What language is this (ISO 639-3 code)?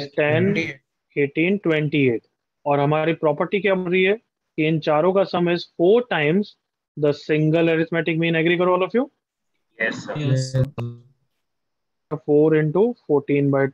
hin